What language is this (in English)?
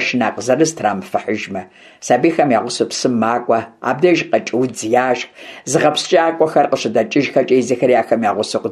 Kabardian